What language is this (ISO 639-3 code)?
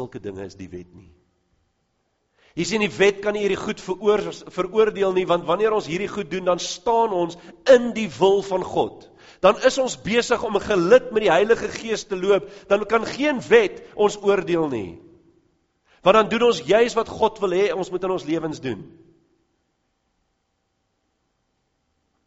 afr